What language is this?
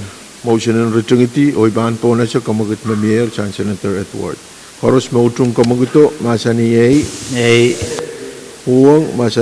Pohnpeian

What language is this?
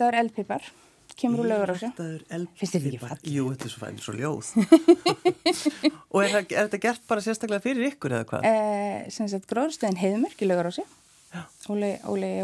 Icelandic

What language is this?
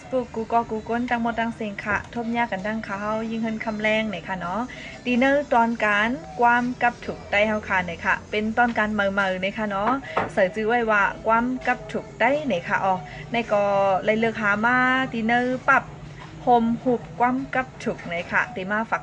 Shan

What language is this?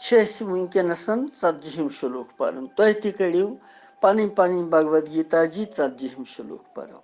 Kashmiri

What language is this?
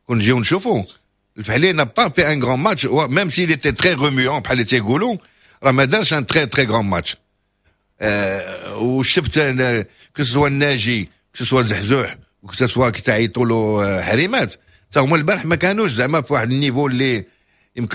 Moroccan Arabic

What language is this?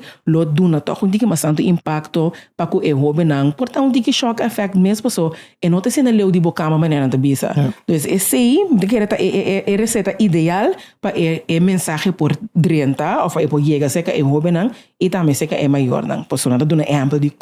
Papiamento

